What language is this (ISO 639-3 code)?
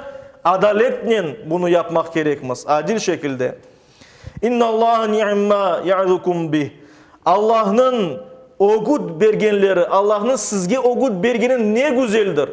crh